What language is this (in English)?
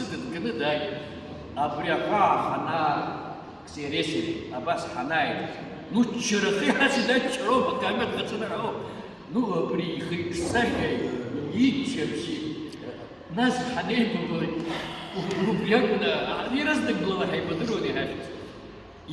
Abkhazian